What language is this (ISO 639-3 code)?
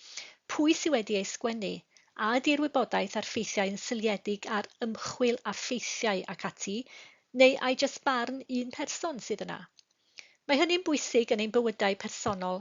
cym